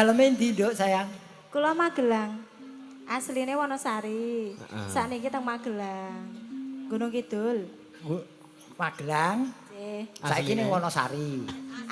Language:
Javanese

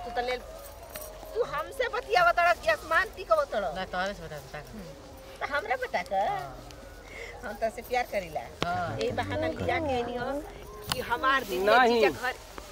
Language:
Bhojpuri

